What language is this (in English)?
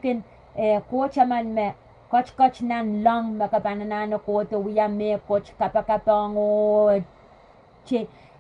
Pohnpeian